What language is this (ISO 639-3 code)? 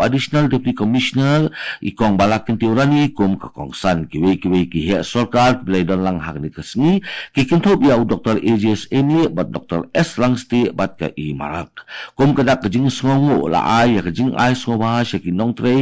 kha